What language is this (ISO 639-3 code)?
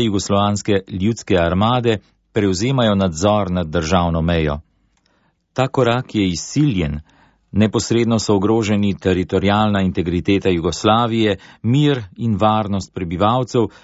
slv